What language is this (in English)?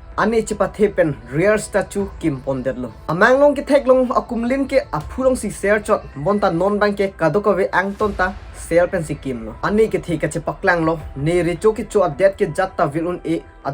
Karbi